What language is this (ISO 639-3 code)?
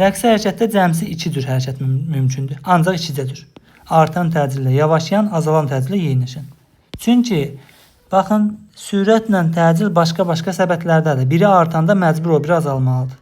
aze